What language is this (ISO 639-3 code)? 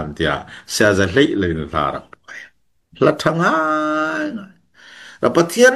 cfm